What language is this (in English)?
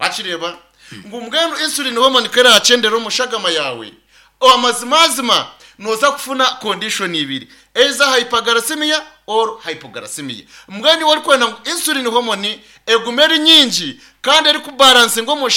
Nyankole